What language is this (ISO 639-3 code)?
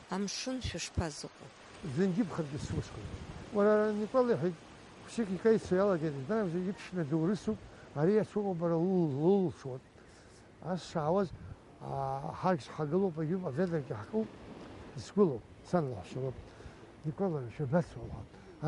abk